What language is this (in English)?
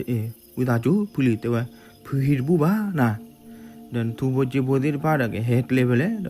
S'gaw Karen